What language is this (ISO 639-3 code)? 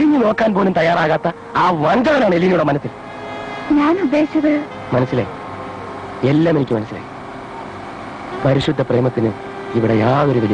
mal